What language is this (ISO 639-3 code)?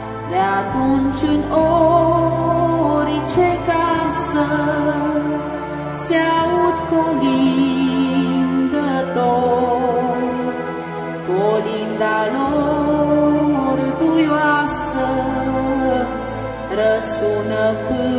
ron